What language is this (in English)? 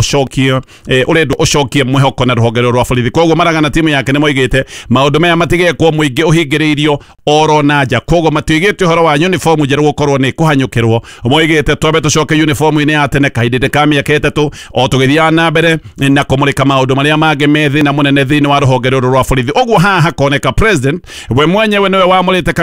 Kikuyu